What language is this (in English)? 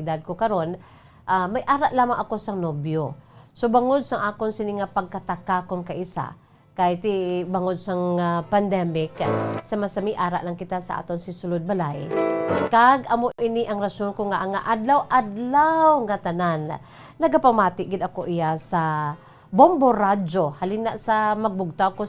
Hiligaynon